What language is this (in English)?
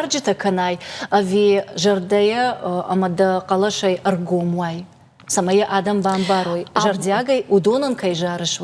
Ossetic